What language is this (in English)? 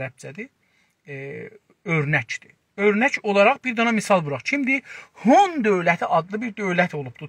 South Azerbaijani